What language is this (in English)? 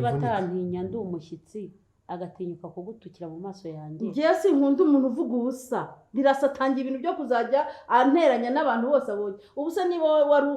Kinyarwanda